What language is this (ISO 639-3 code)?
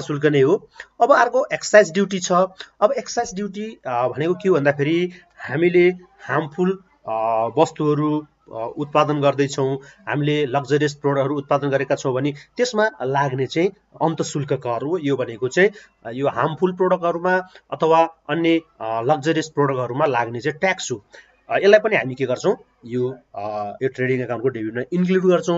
nep